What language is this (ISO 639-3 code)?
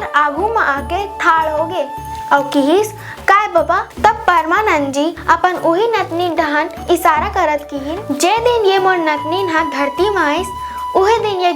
hne